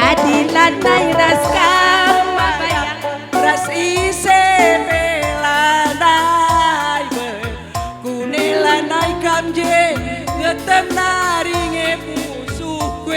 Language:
Batak Karo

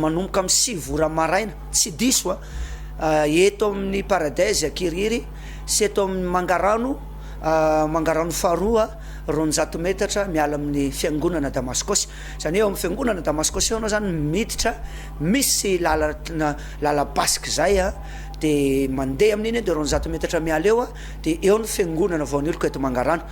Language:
Malagasy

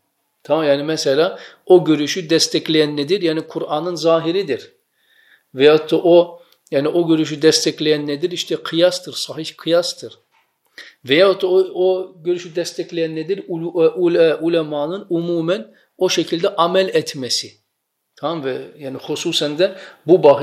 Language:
Turkish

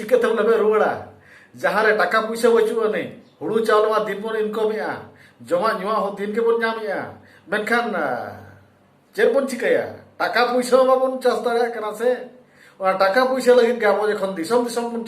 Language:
Santali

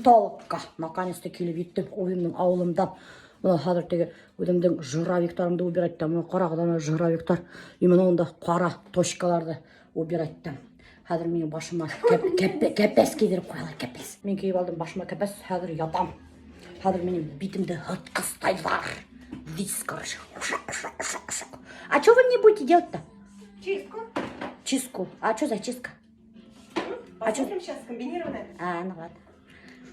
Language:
Bashkir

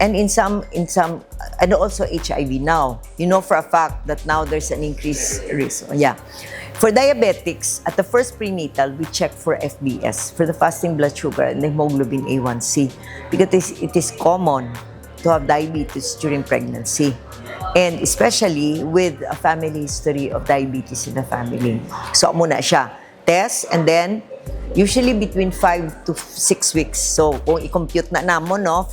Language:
Hiligaynon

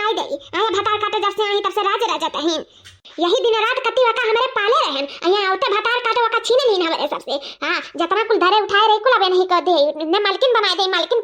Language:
Awadhi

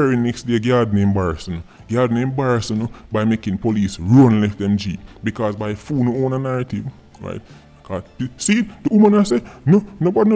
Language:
Jamaican Creole English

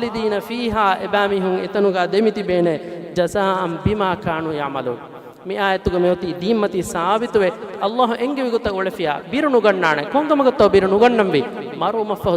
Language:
Divehi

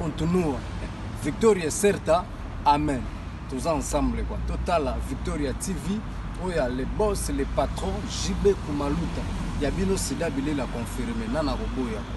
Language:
Lingala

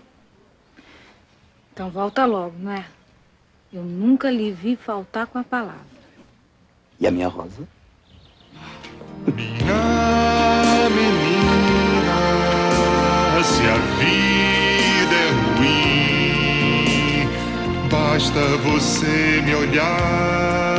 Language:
Portuguese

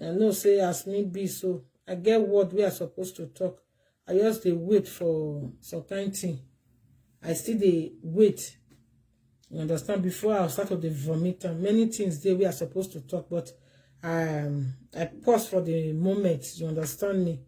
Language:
Nigerian Pidgin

